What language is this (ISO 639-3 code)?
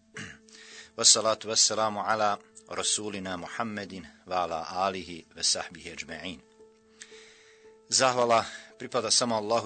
bos